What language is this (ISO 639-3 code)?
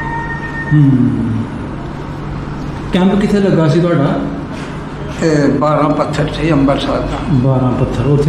pan